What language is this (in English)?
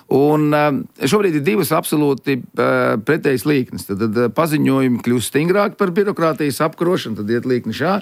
Latvian